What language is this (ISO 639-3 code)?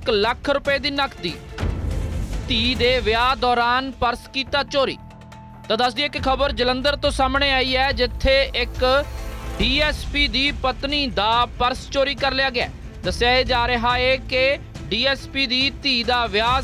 pan